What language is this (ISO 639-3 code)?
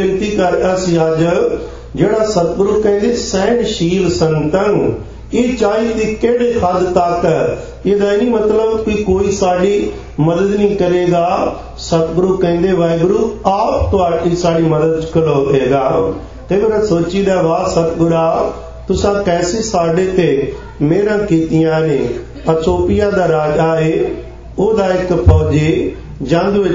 pan